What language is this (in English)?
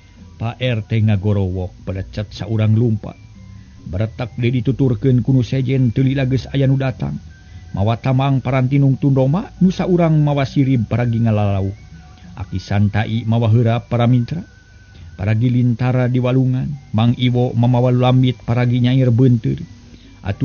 Sundanese